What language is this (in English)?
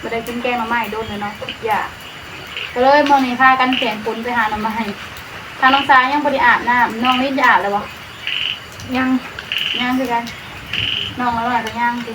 Northeastern Thai